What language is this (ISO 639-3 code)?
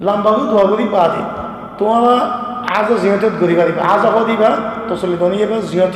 rhg